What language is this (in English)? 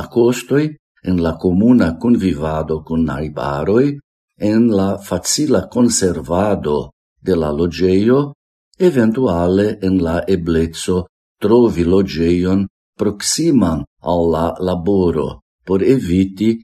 Esperanto